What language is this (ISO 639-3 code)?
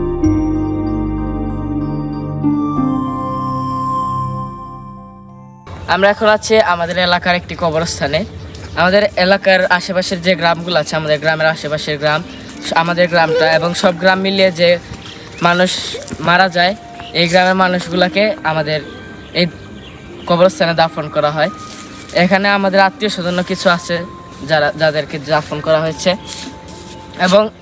ben